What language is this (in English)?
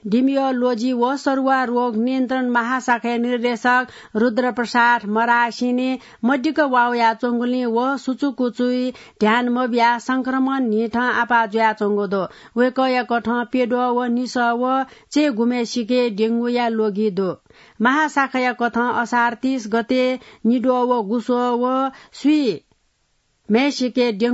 Newari